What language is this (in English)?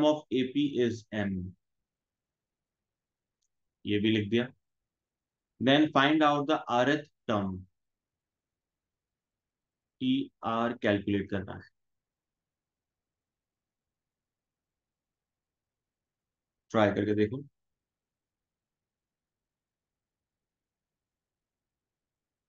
Hindi